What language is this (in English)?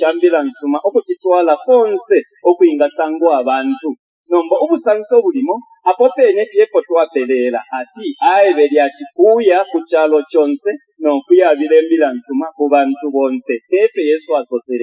Bemba